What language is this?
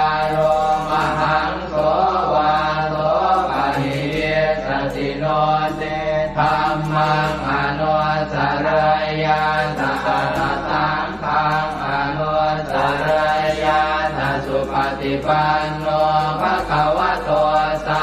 Pali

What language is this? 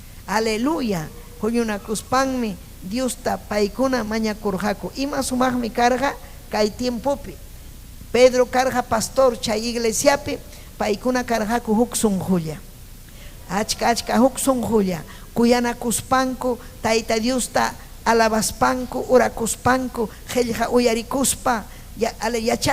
Ayacucho Quechua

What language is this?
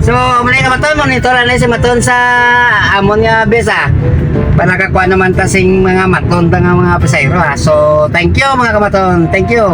Hiligaynon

